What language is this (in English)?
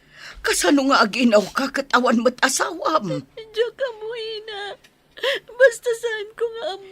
Iloko